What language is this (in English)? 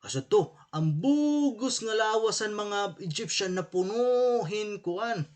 Waray